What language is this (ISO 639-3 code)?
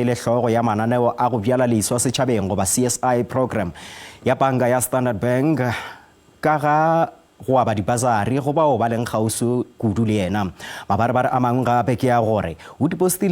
nso